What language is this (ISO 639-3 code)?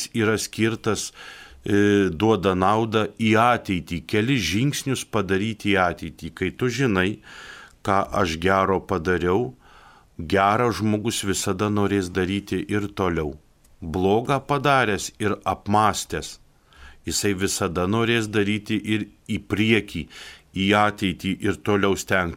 lit